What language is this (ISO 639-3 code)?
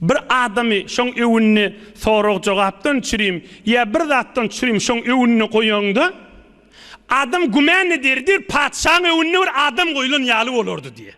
tuk